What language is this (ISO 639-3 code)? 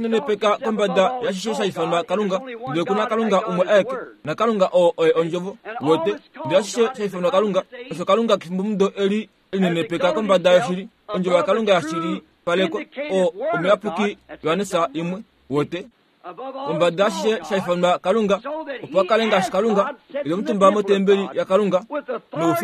kua